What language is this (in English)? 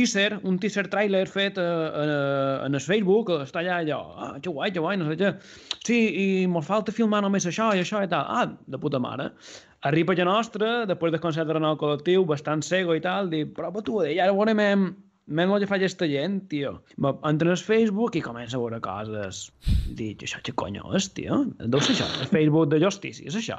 Catalan